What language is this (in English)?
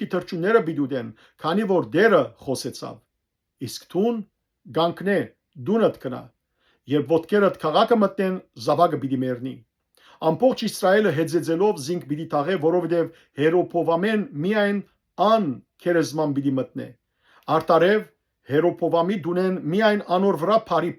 Western Armenian